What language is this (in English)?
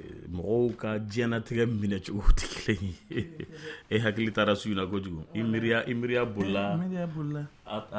Dyula